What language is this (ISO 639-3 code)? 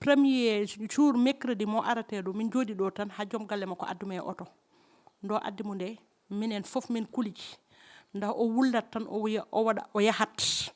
ful